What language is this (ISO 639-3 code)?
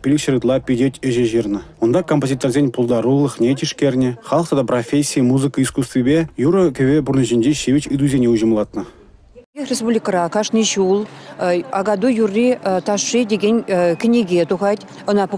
chv